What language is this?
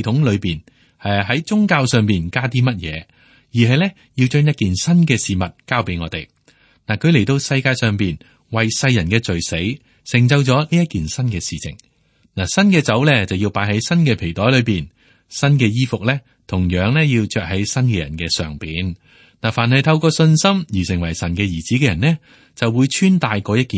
Cantonese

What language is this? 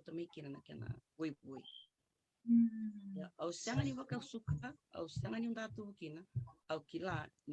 Fijian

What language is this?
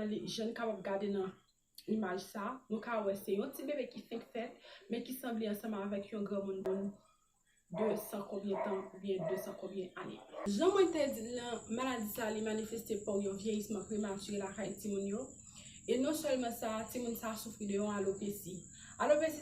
Haitian Creole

